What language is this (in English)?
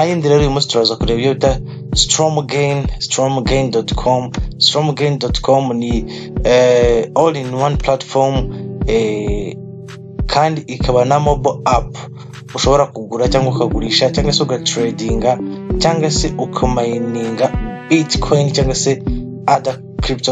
Kinyarwanda